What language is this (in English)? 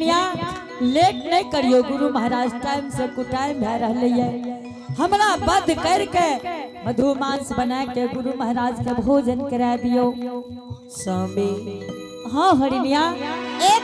Angika